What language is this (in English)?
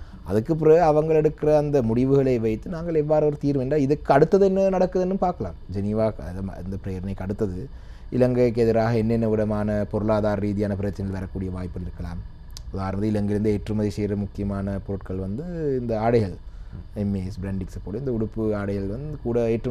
Tamil